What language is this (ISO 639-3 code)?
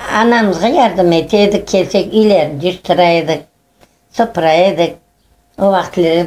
crh